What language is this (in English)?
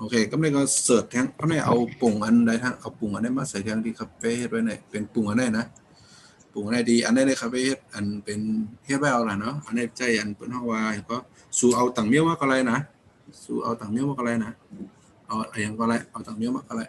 Shan